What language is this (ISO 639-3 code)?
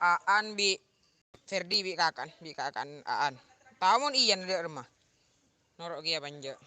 mad